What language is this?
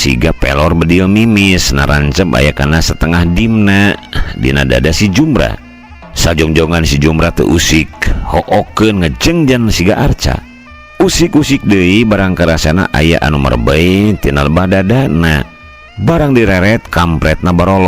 Sundanese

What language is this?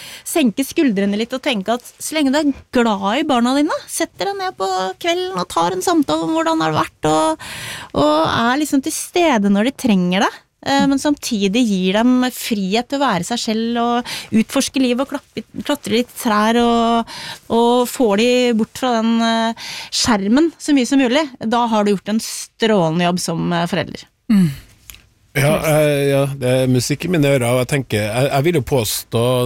Norwegian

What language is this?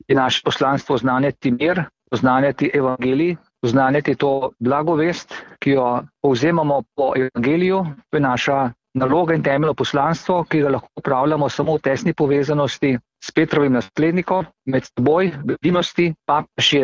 Slovenian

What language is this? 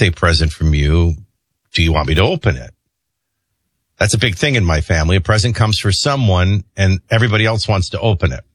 English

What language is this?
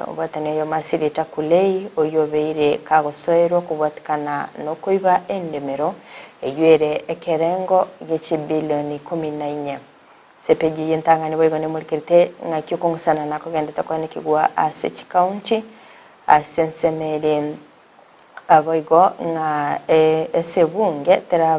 Gusii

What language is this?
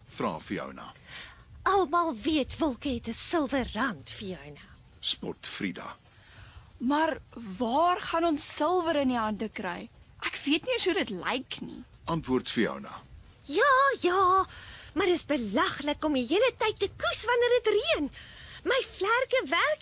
Afrikaans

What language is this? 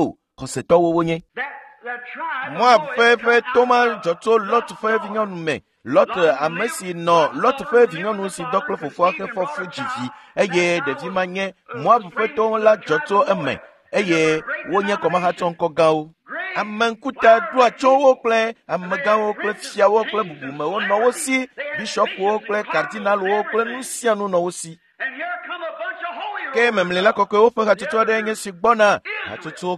Ewe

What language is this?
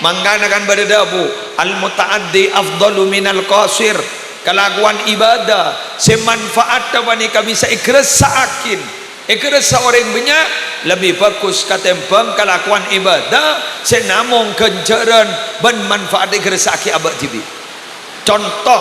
Madurese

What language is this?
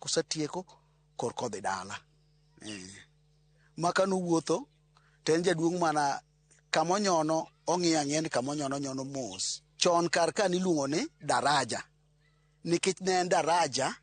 Luo (Kenya and Tanzania)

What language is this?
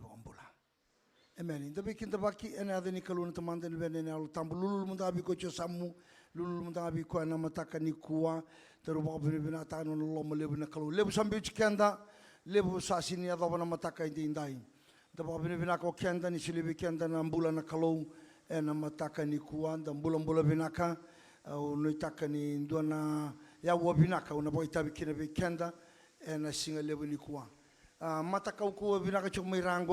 Fijian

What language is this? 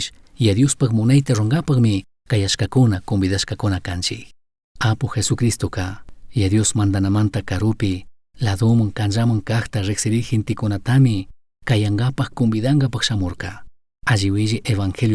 Chimborazo Highland Quichua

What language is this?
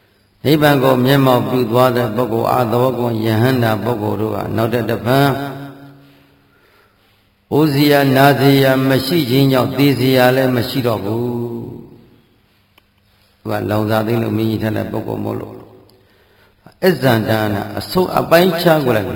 Burmese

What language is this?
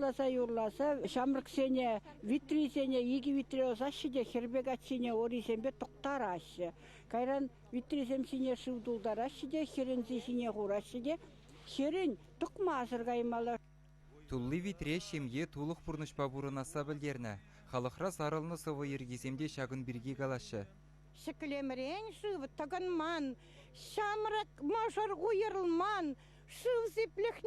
Chuvash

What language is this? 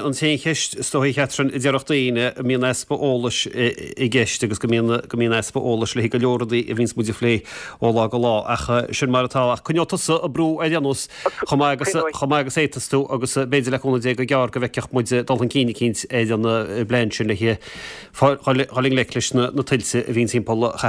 Irish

